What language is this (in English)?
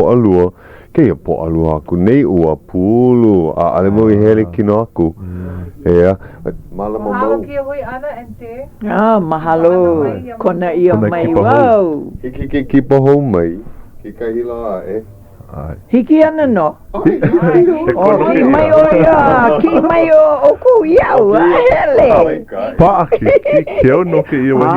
Hawaiian